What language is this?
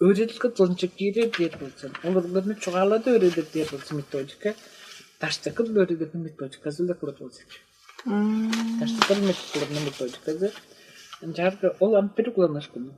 Tuvinian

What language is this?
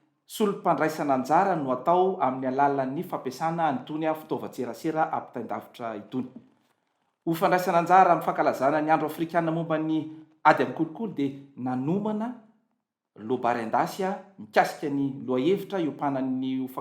Malagasy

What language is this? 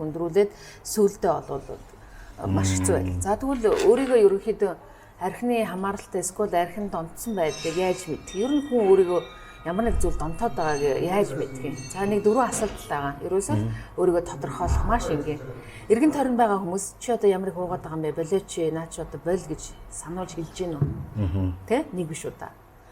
Mongolian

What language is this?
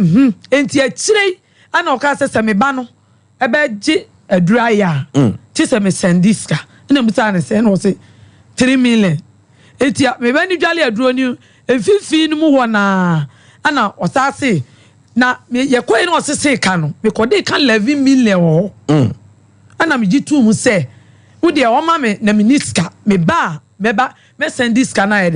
Akan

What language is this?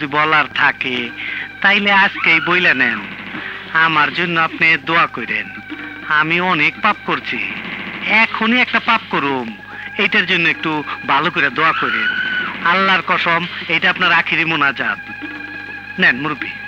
Bangla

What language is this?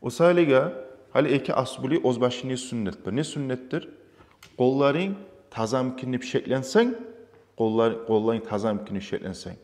Kumyk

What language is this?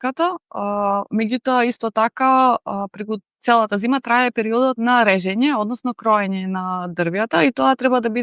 Macedonian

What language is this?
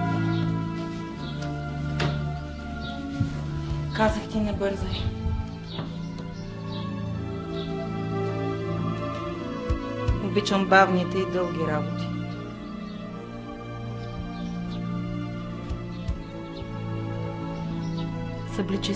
Bulgarian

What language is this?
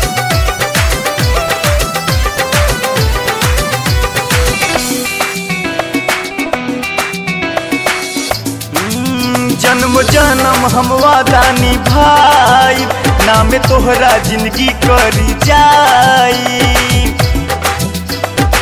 Bhojpuri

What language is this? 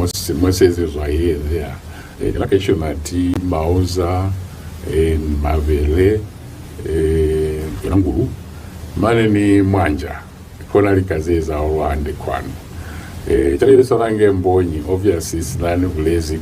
Lozi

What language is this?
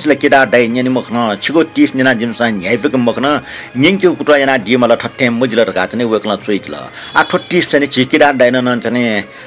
Newari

